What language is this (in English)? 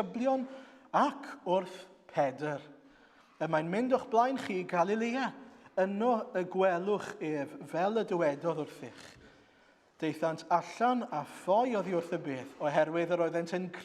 Welsh